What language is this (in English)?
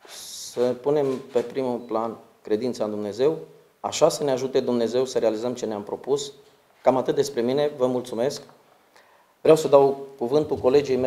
Romanian